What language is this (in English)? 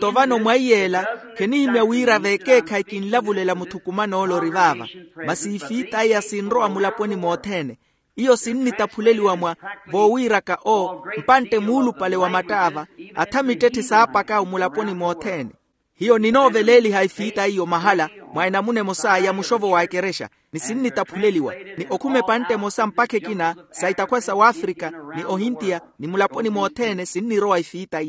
Makhuwa